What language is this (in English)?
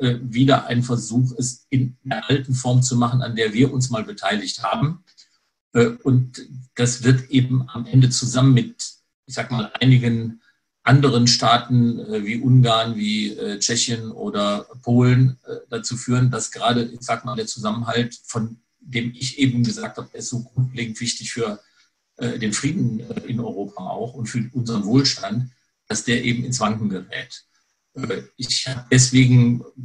German